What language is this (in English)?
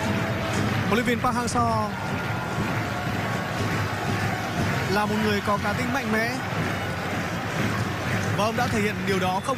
Vietnamese